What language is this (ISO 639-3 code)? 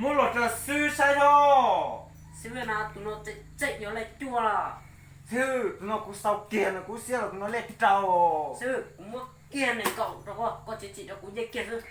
hmn